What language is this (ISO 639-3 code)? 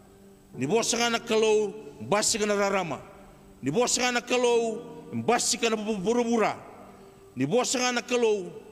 fij